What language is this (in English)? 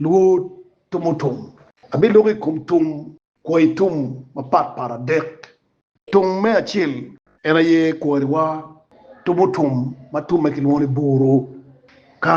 Acoli